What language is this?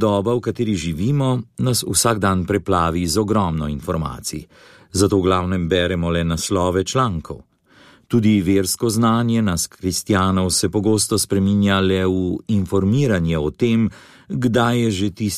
Slovenian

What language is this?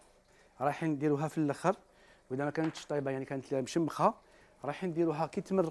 Algerian Arabic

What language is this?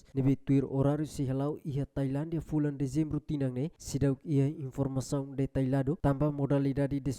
Tetum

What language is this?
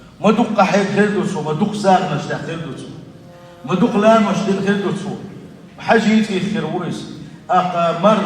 Chechen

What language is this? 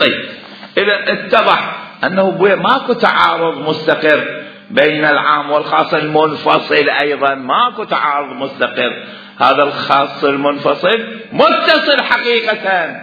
Mesopotamian Arabic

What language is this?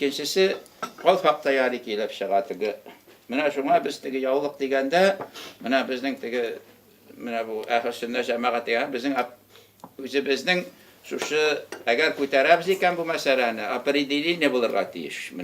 Tatar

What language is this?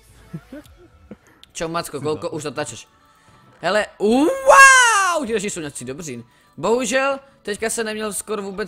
Czech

